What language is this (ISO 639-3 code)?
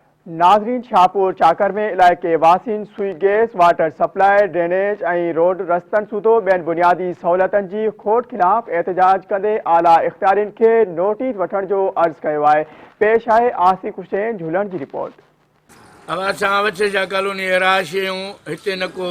snd